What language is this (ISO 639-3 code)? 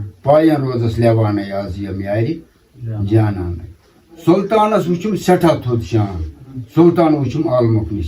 kas